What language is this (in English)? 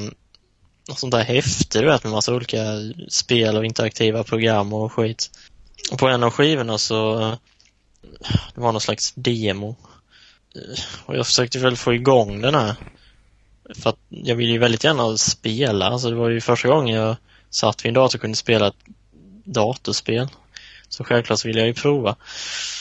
Swedish